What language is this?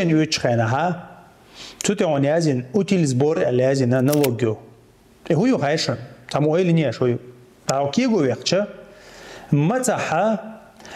Chechen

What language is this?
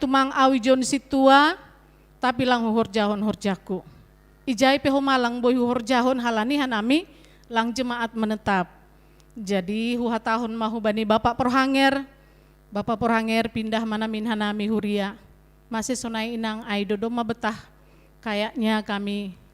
Batak Simalungun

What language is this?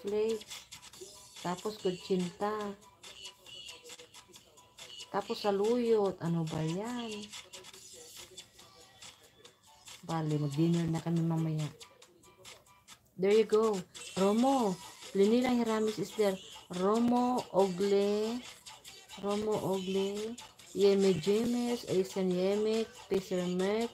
Filipino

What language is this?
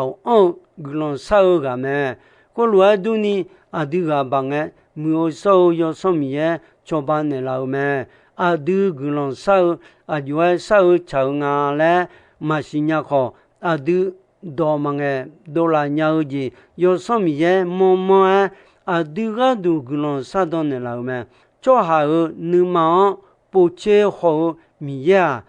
Akha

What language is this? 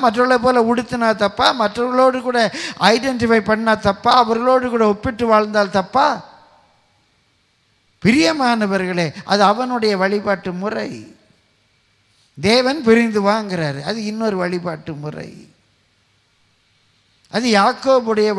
Tamil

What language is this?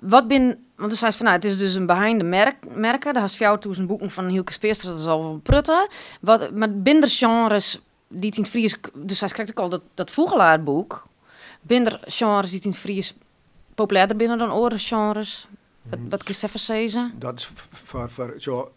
Western Frisian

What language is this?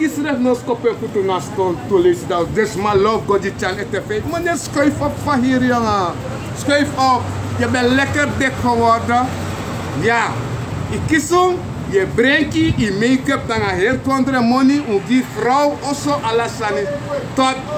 Sranan Tongo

